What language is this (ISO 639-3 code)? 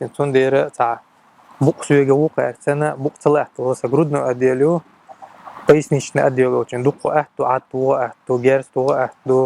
che